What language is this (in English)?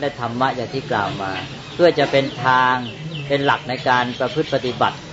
Thai